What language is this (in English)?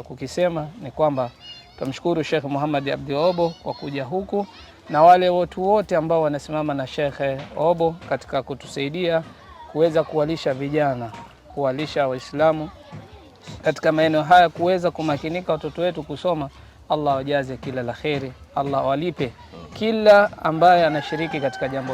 Swahili